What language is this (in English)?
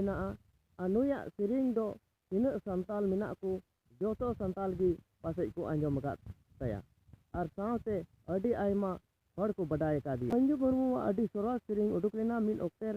Santali